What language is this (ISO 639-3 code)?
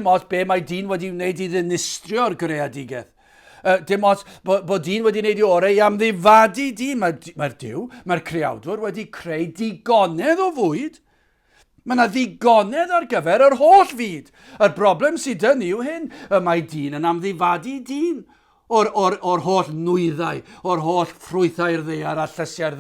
cym